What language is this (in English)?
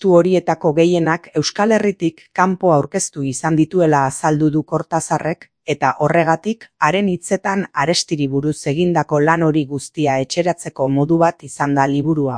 Basque